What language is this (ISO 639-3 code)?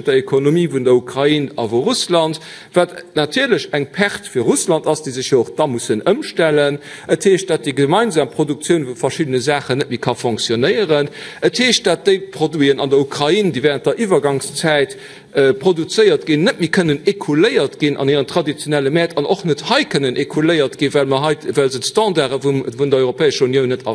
ltz